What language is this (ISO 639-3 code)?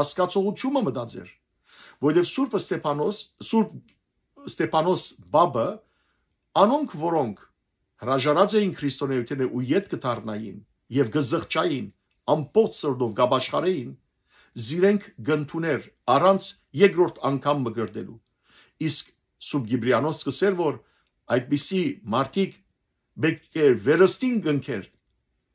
hyw